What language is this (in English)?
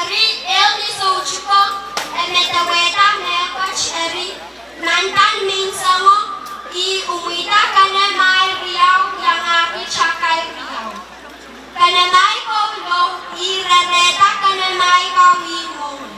Pohnpeian